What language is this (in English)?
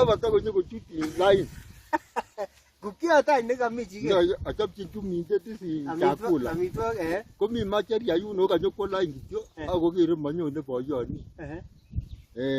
Kalenjin